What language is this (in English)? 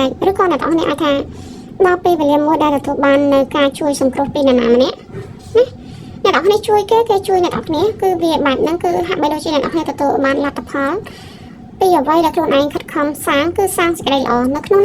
Khmer